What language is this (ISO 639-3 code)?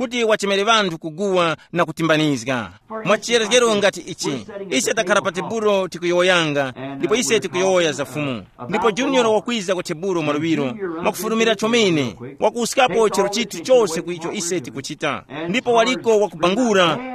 tum